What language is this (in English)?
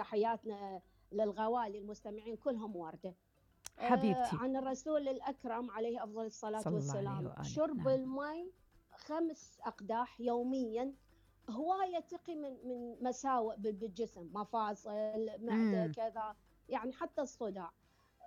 Mesopotamian Arabic